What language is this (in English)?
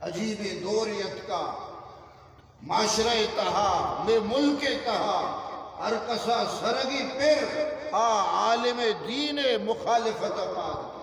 Eastern Balochi